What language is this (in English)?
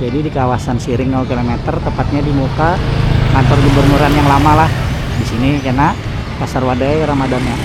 Banjar